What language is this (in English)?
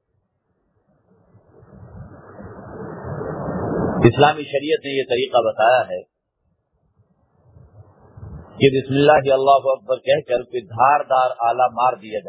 Urdu